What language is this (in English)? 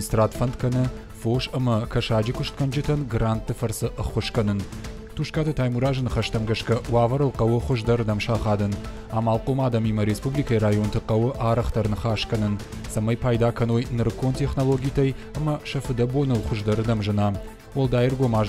Ossetic